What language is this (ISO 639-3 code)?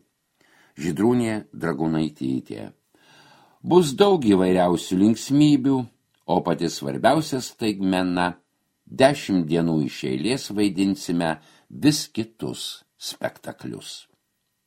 lit